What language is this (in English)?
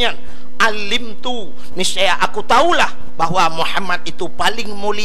Achinese